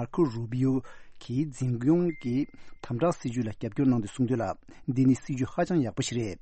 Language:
Tibetan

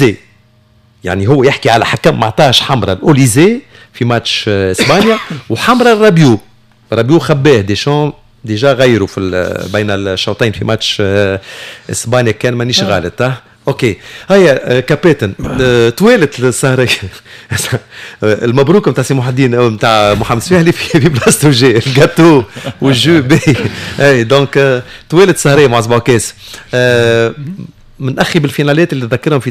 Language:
Tunisian Arabic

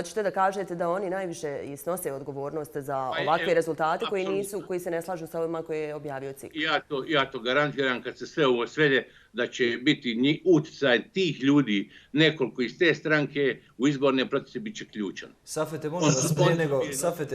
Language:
Bosnian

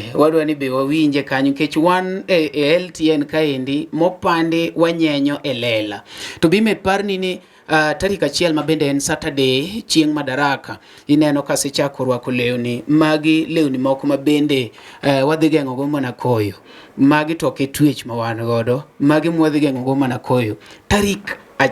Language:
Luo (Kenya and Tanzania)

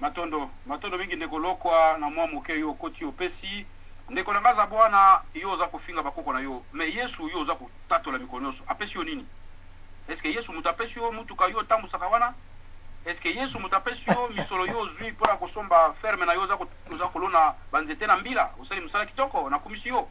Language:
Lingala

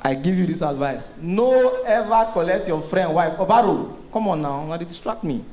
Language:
Nigerian Pidgin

